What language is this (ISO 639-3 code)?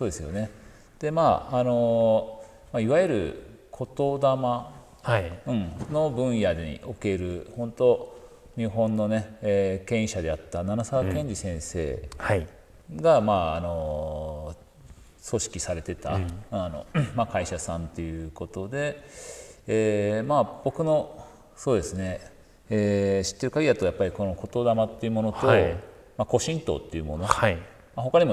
jpn